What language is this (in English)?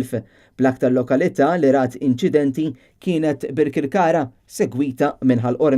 Maltese